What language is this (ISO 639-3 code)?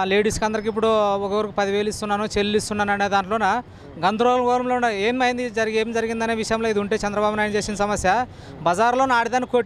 tel